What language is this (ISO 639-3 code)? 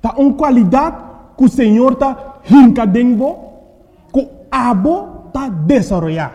pap